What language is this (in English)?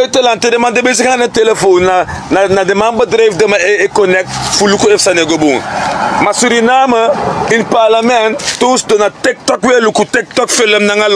Sranan Tongo